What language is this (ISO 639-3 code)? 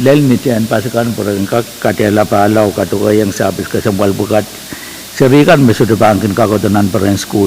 pon